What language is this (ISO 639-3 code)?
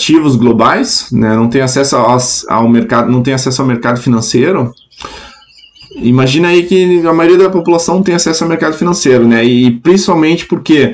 por